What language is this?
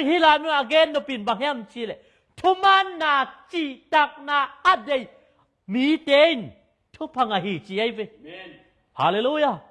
Tedim Chin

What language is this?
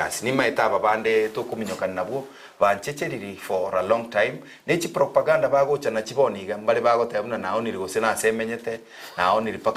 Gusii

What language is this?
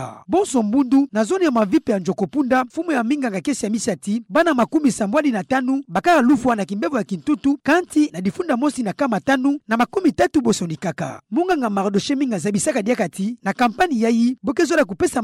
Kituba (Democratic Republic of Congo)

